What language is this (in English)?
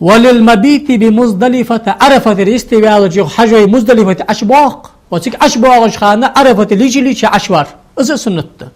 Ingush